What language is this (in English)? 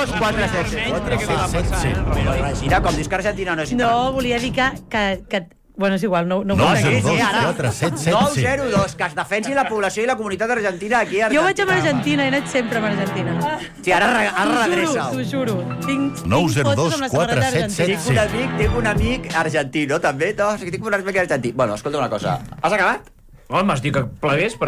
Catalan